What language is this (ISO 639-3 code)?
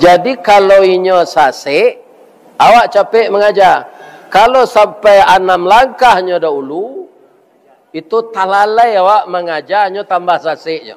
min